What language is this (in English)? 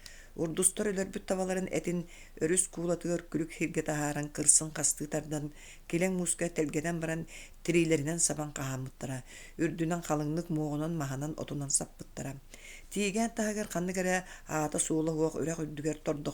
Yakut